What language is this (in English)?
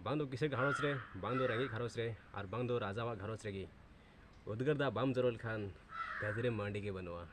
Santali